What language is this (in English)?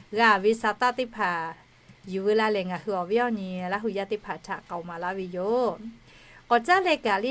Lahu